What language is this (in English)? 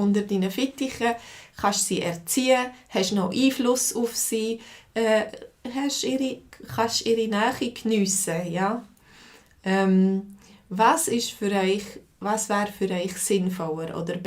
Swiss German